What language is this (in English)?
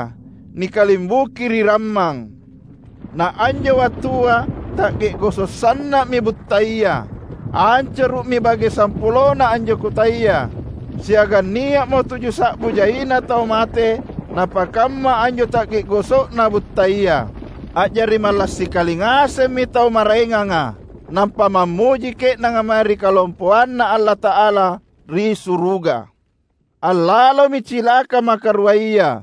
Makasar